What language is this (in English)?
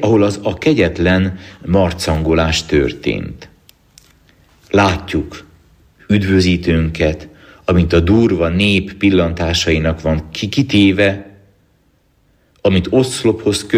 Hungarian